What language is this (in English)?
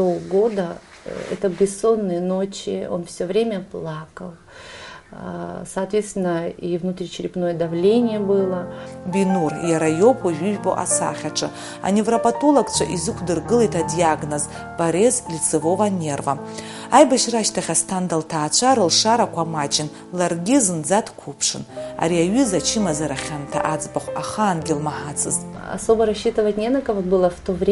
Abkhazian